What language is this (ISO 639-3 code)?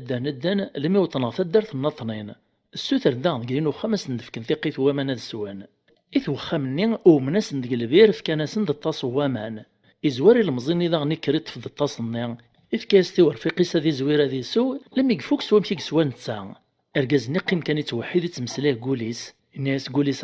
kab